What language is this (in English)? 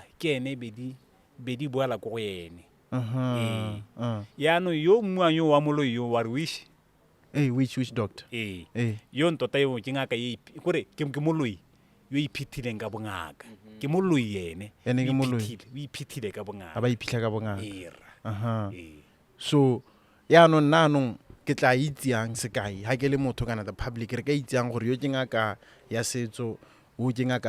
Tswana